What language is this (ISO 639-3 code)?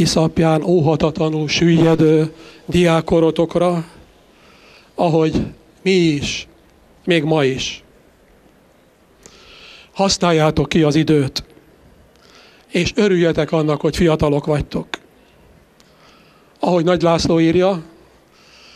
hun